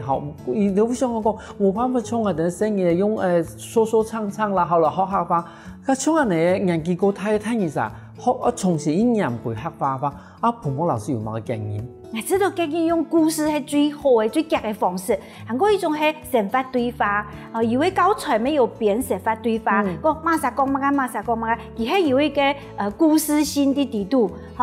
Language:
Hakka Chinese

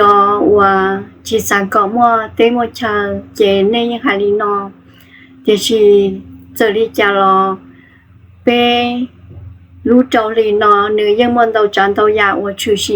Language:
Hmong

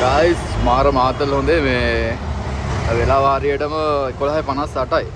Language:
Sinhala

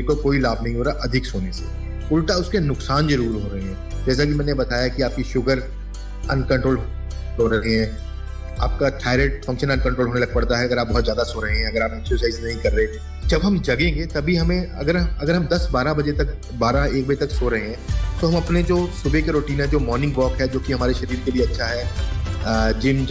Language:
Hindi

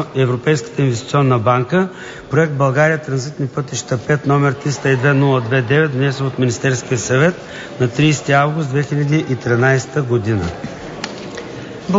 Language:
Bulgarian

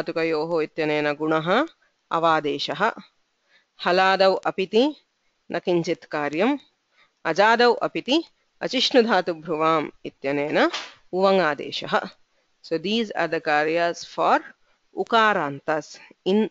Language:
Sanskrit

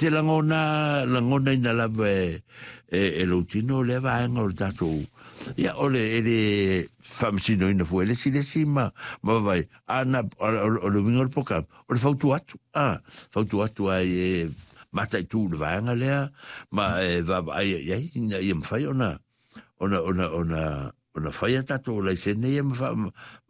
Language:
Samoan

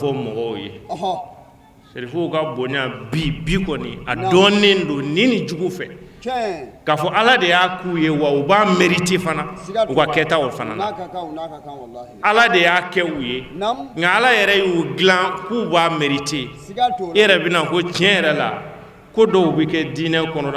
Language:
Bambara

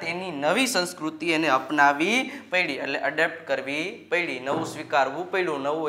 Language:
Gujarati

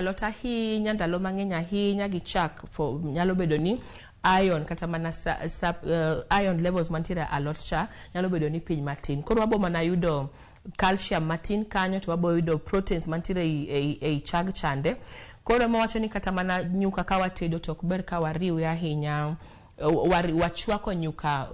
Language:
Luo (Kenya and Tanzania)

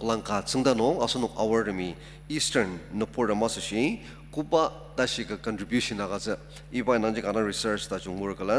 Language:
Ao Naga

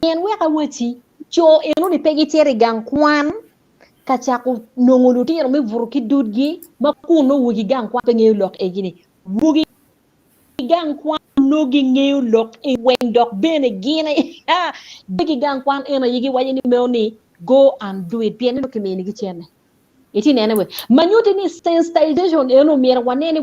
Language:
Acoli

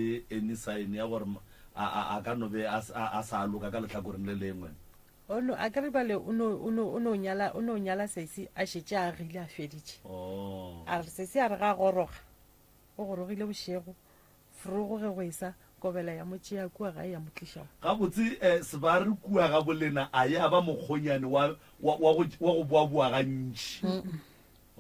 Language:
Northern Sotho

